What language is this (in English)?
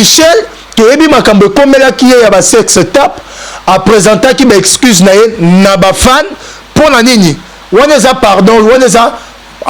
Lingala